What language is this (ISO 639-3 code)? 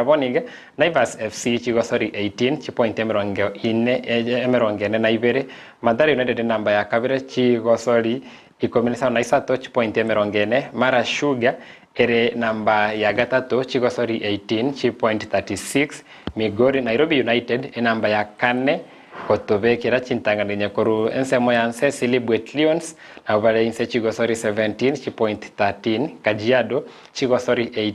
guz